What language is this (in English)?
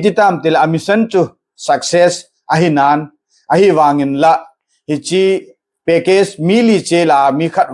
Thado Chin